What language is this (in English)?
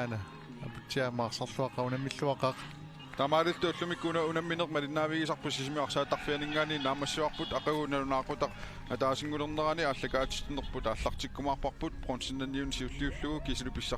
Kalaallisut